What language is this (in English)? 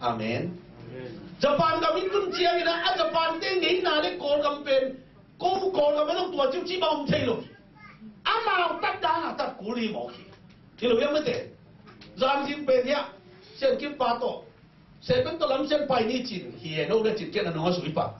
Tedim Chin